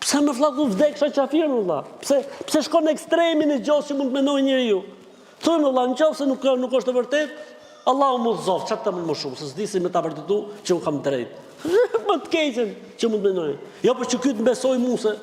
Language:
Albanian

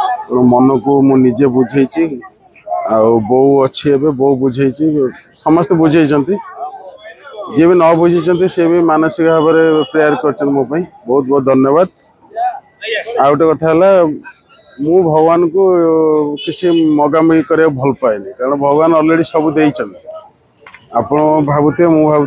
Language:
Odia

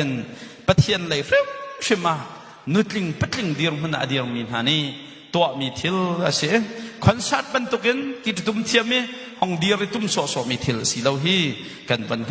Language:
Hakha Chin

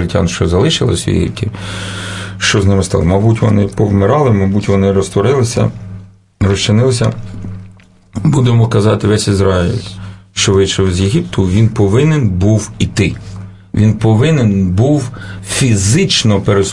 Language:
Ukrainian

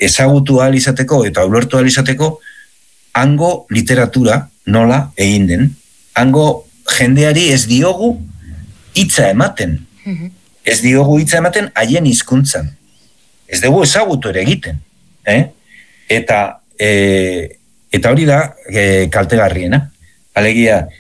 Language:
Basque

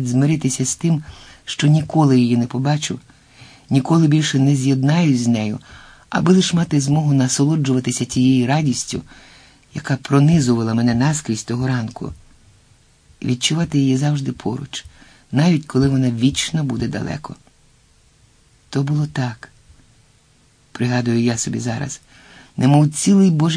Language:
Ukrainian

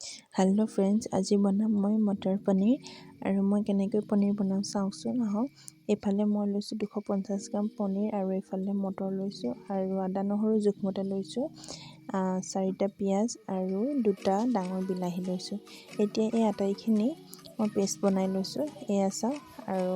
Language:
Assamese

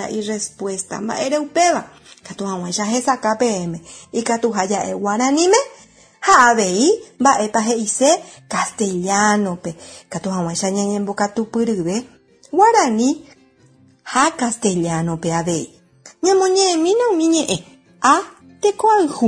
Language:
Guarani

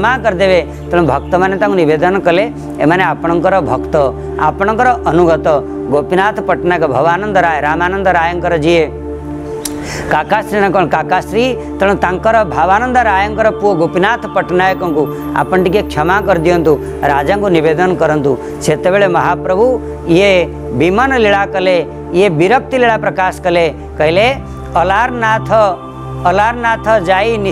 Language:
Odia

